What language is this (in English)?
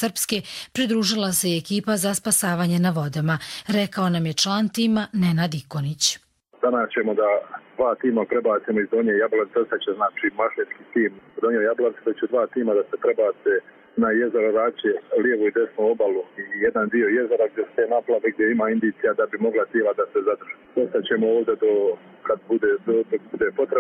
Croatian